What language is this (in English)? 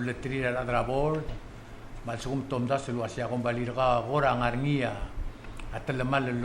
Palauan